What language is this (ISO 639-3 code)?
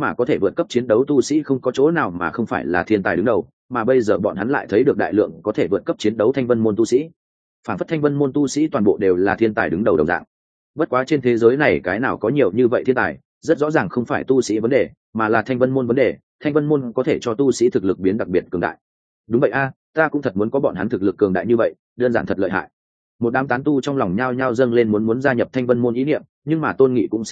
vie